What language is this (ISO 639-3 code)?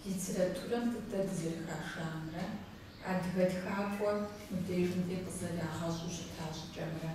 kbd